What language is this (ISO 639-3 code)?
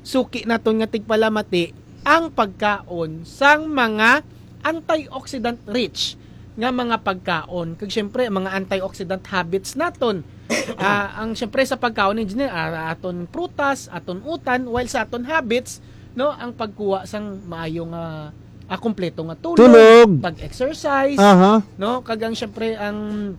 hil